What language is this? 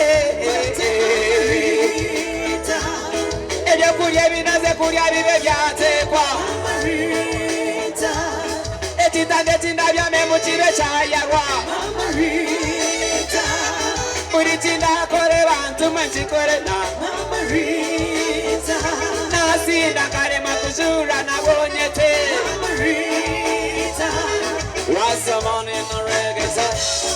Nyankole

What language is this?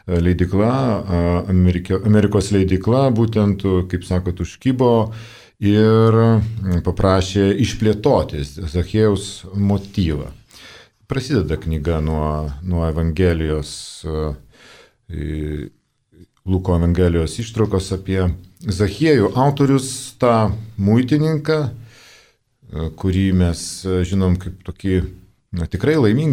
Lithuanian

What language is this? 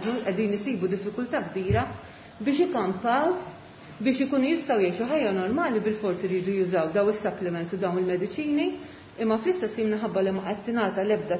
Maltese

